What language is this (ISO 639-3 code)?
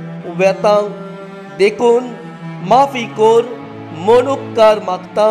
kok